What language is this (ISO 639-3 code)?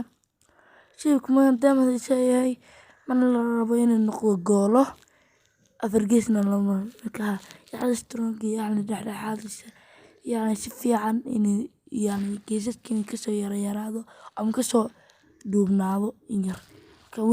som